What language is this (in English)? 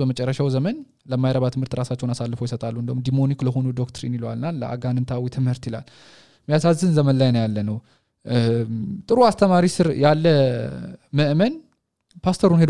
Amharic